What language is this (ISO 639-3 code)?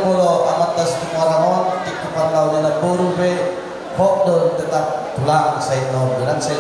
bbc